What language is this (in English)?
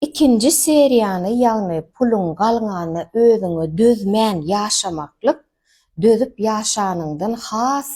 Turkmen